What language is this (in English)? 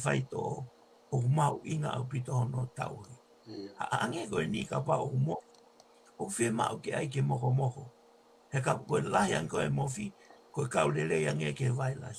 Tongan